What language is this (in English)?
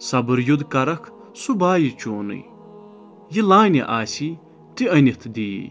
Kashmiri